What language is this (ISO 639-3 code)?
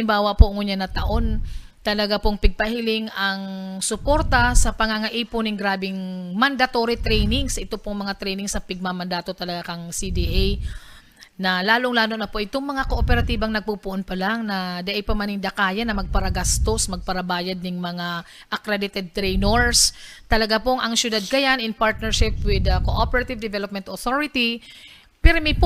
bik